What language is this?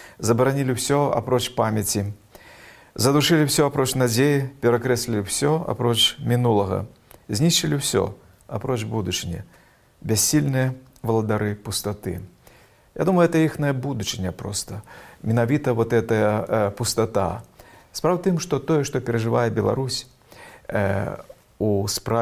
Belarusian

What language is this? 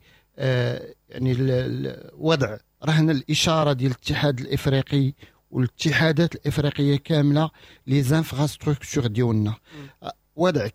Moroccan Arabic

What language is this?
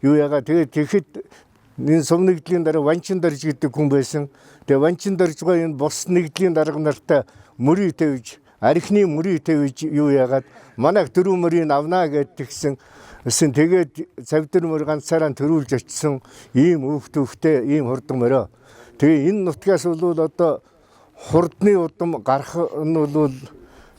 Mongolian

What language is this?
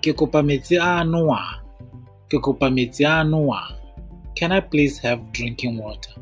Tswana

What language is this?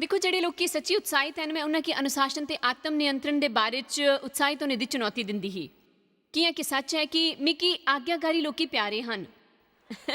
Dogri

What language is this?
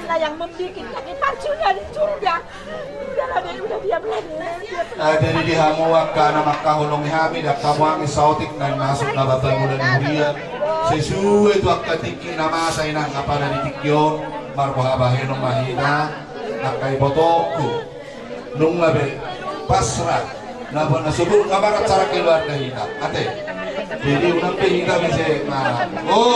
Batak Toba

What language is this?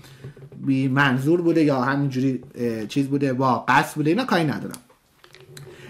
Persian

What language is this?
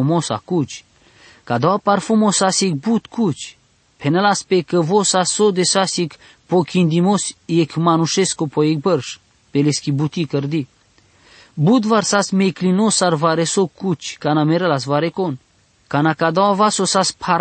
Basque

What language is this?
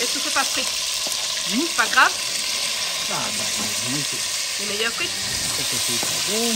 Réunion Creole French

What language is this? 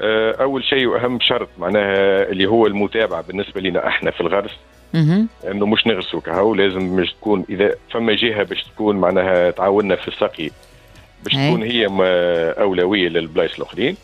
Tunisian Arabic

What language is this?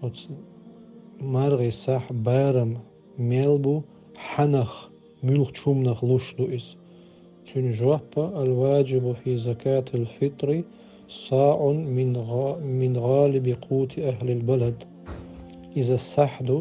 Chechen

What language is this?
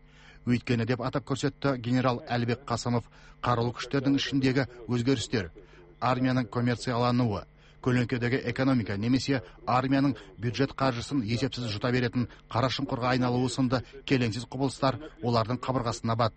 Kazakh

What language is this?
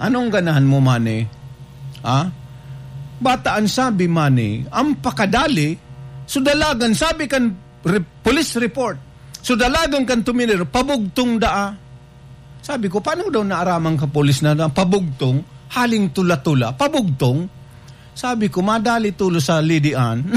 Bikol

